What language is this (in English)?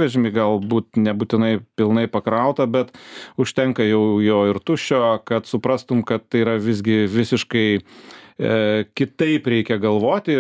Lithuanian